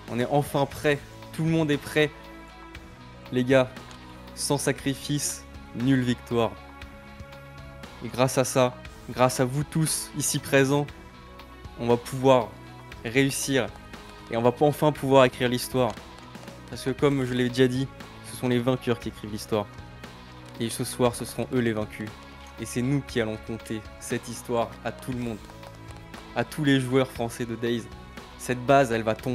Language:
French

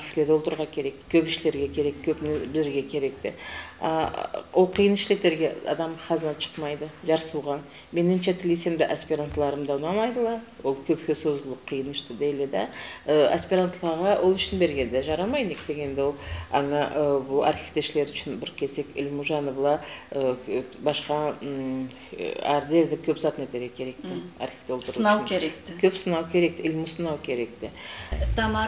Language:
Karachay-Balkar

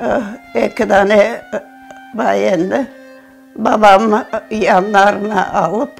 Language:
Crimean Tatar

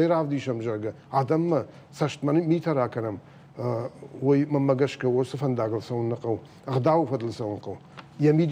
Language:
Ossetic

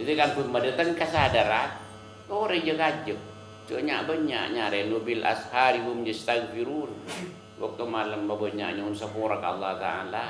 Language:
Madurese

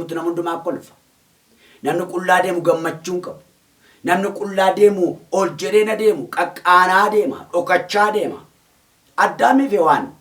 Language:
Oromo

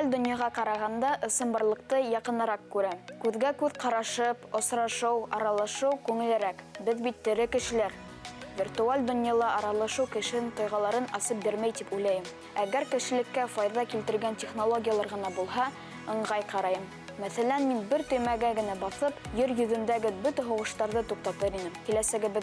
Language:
Bashkir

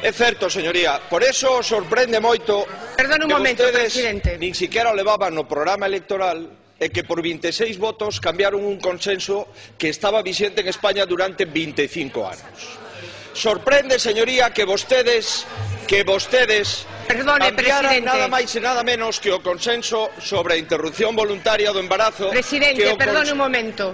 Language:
Galician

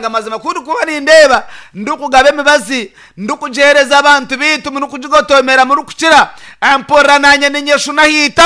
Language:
Nyankole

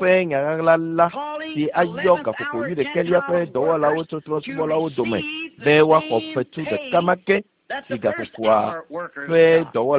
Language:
Ewe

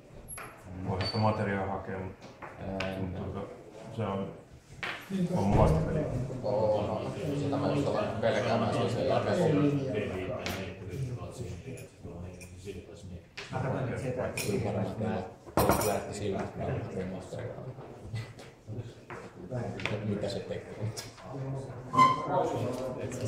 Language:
Finnish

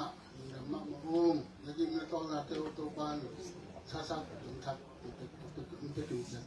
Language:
Tedim Chin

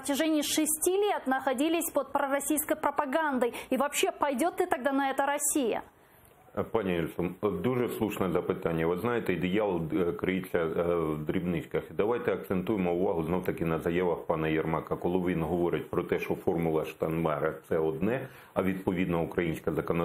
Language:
Ukrainian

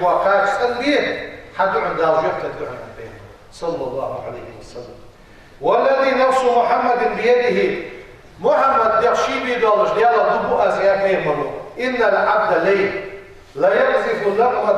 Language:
Ingush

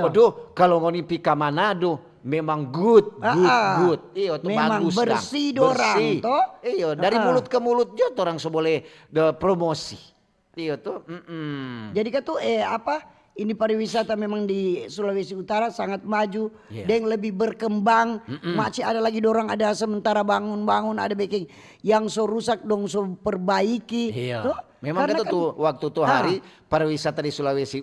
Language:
Manado Malay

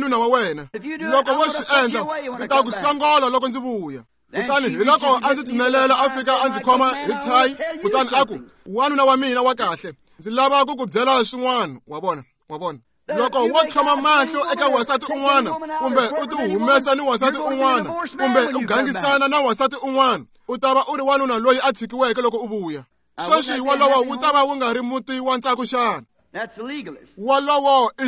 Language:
Tsonga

